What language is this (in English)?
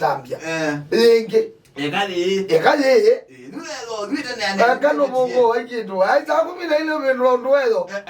Kamba